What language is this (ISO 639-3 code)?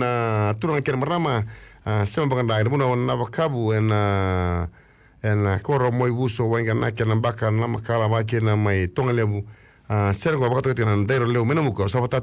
fij